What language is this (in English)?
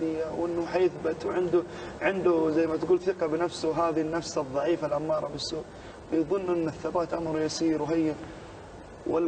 Arabic